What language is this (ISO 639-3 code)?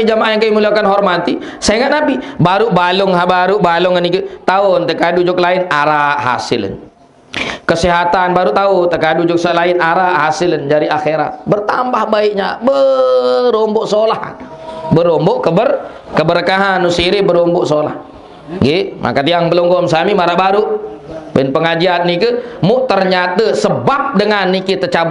sas